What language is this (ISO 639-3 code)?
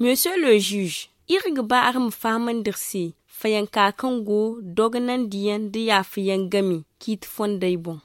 dje